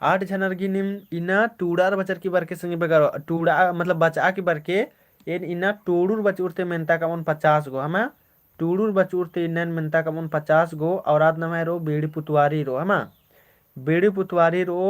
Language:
Kurukh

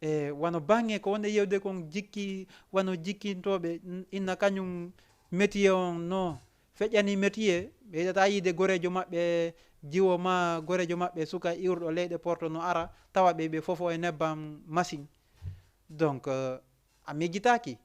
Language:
Fula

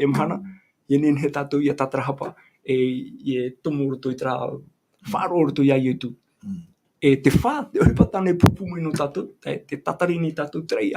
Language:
Tahitian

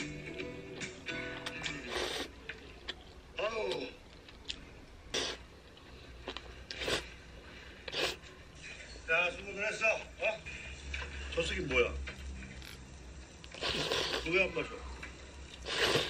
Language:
Korean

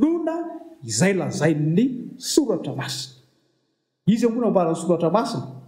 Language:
Malagasy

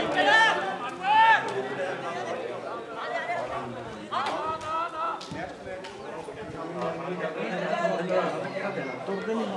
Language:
Punjabi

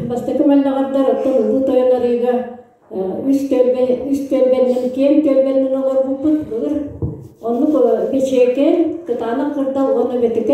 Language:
Yakut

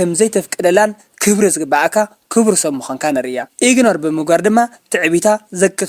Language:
Tigrinya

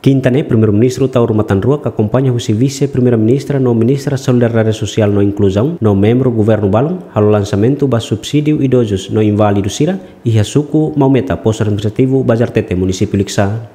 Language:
Tetum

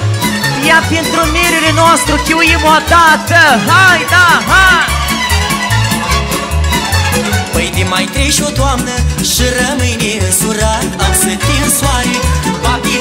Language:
Romanian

